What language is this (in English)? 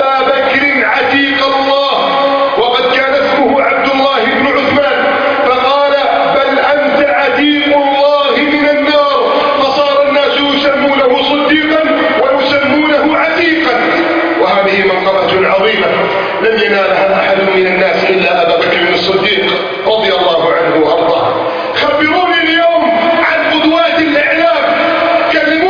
Arabic